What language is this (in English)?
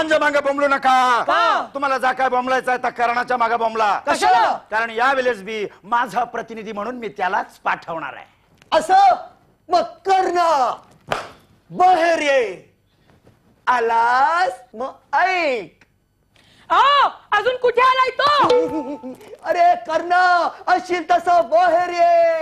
Marathi